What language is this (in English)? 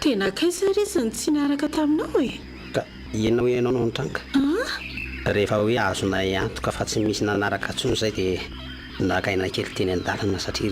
Malagasy